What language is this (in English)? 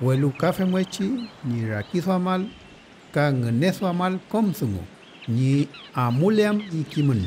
Mapuche